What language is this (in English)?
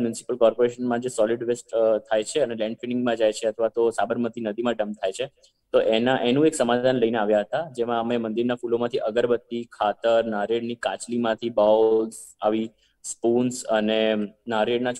Gujarati